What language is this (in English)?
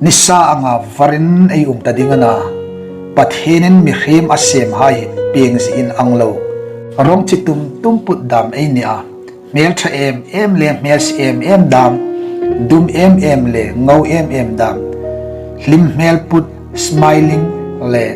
Hmar